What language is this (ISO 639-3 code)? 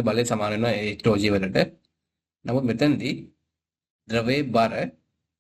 sin